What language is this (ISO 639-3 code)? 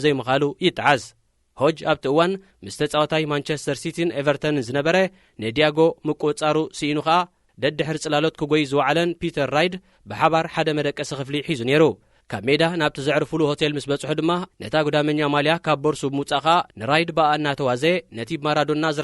tir